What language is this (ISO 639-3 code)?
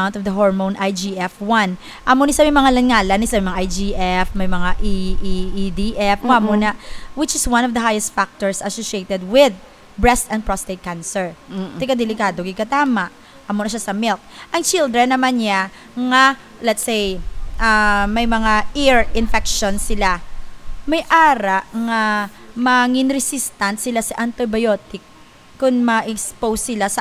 hil